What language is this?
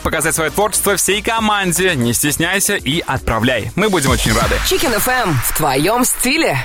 Russian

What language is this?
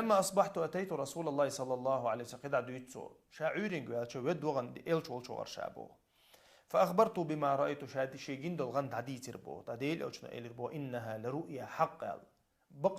Chechen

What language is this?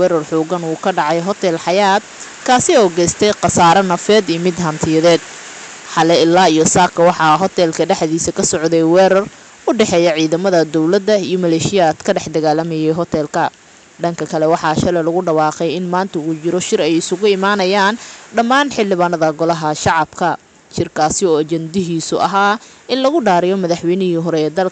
Somali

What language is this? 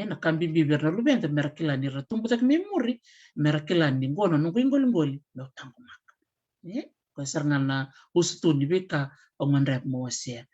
Fijian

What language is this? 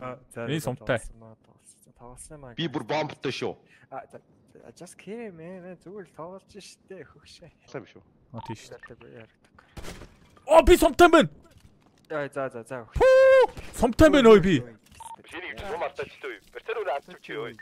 Mongolian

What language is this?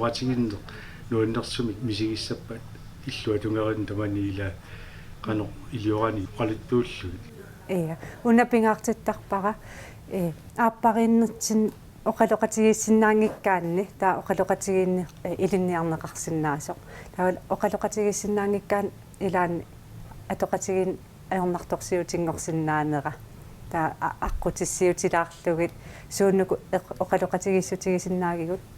Kalaallisut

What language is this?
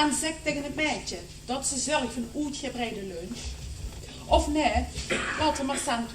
Limburgish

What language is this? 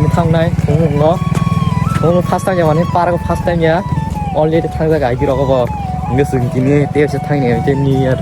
Kok Borok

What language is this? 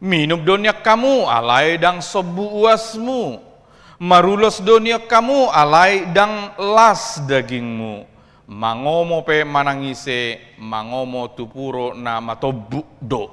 Batak Toba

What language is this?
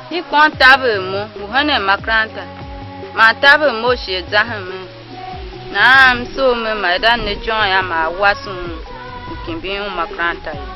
Tiv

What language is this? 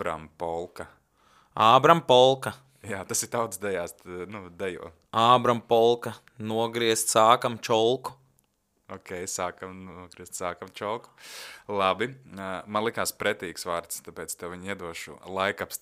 Latvian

